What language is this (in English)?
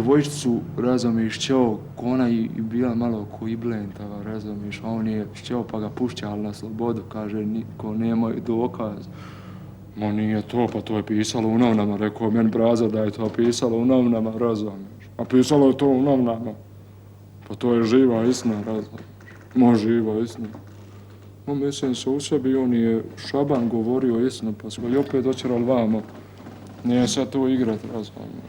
Bosnian